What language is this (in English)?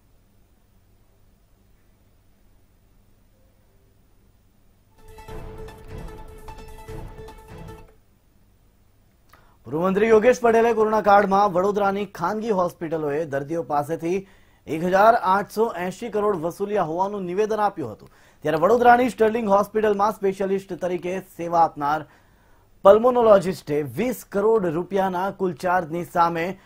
Gujarati